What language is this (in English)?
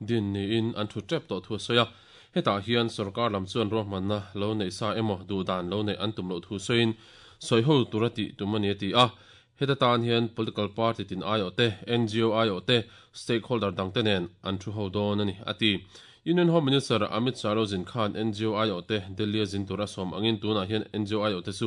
Mizo